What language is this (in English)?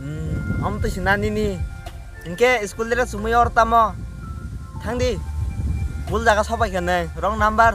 Kok Borok